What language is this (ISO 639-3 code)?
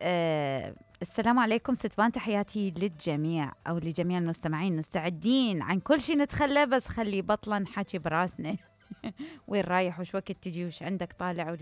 acm